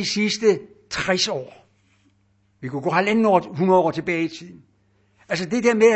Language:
Danish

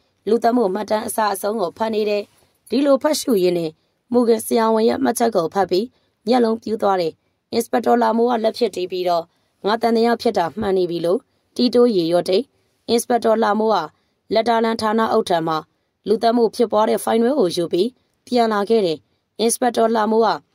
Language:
Burmese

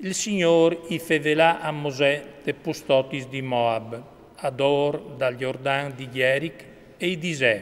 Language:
Friulian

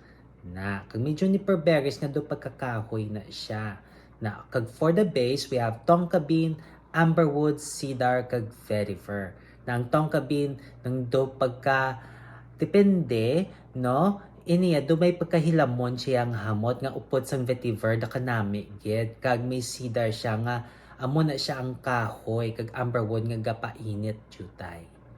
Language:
Hiligaynon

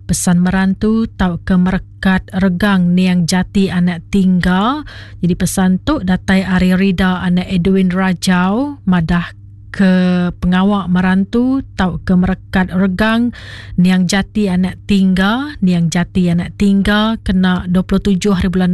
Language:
Iban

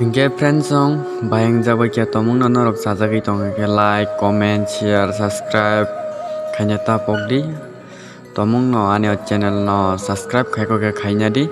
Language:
Kok Borok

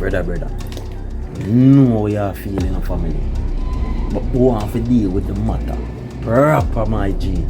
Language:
Jamaican Creole English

